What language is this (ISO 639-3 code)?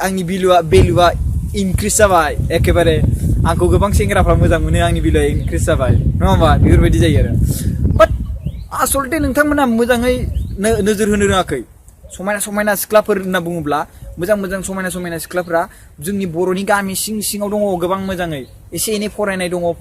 brx